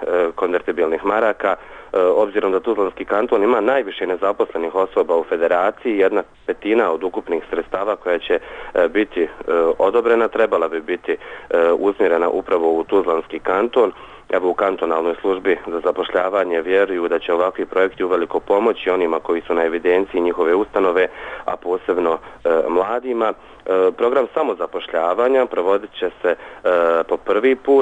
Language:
Bosnian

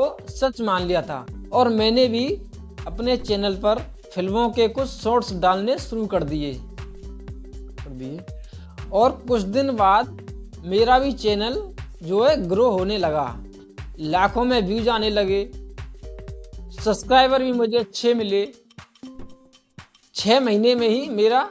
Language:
Hindi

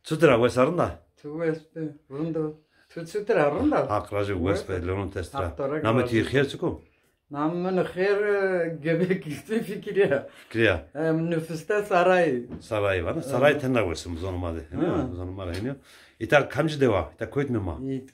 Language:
Zaza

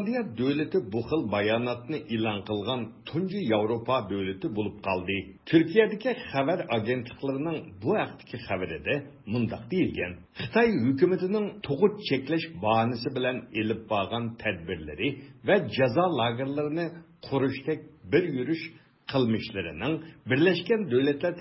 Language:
Uyghur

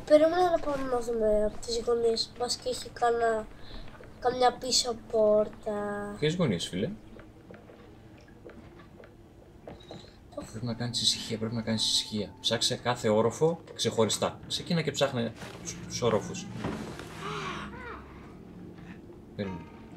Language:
Greek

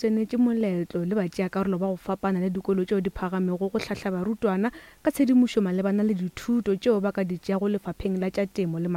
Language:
Northern Sotho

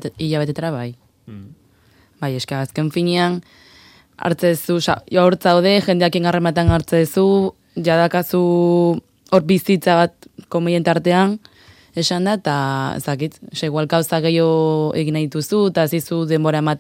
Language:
Basque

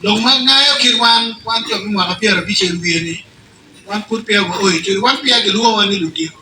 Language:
Acoli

